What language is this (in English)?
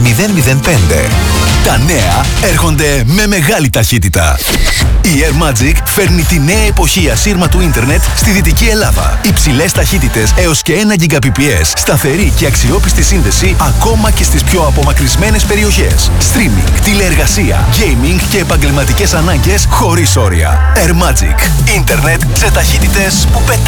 Greek